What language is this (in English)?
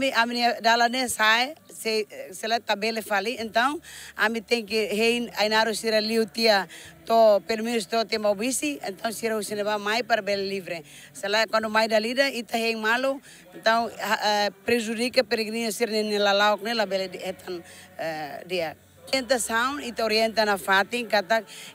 Tetum